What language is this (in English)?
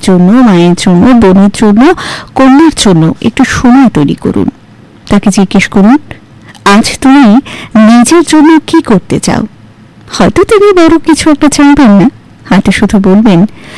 Bangla